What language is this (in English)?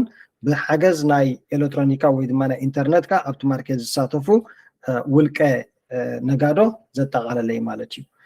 Tigrinya